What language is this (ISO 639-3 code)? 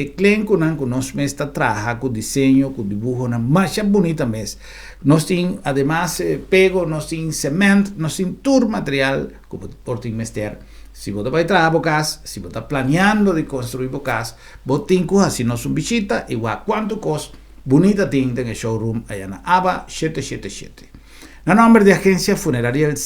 pap